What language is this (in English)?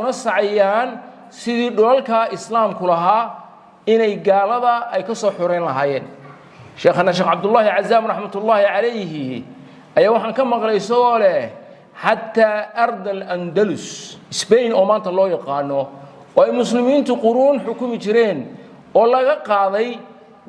Somali